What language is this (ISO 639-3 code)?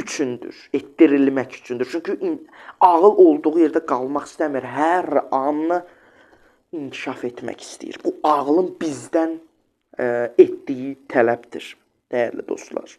aze